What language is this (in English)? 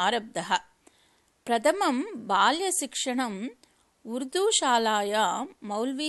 Sanskrit